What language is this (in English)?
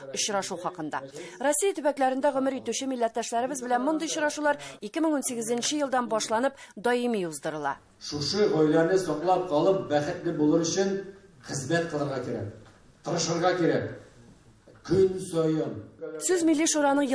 Tatar